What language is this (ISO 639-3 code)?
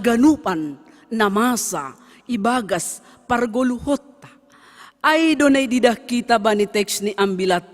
bts